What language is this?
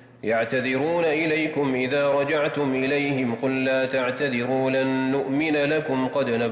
Arabic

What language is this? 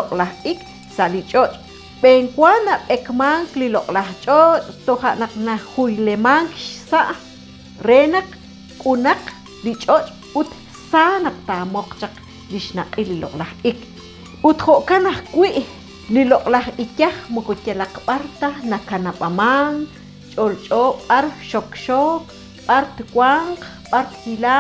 Kekchí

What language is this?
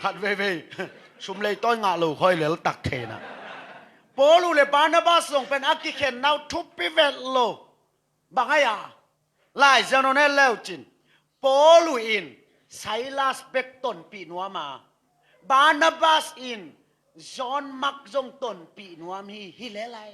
Tedim Chin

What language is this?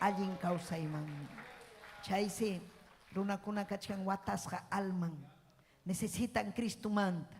Ayacucho Quechua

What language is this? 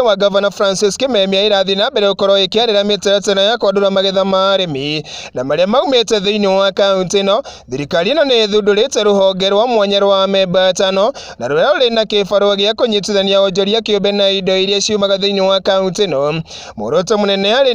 Kikuyu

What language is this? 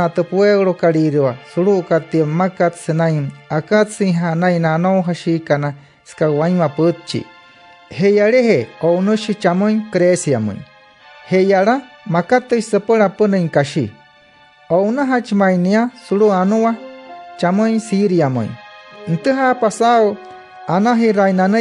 Wayuu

